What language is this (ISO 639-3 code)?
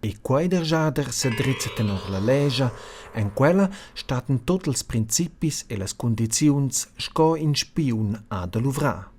roh